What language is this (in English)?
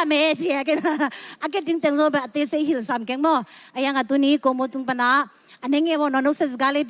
Tedim Chin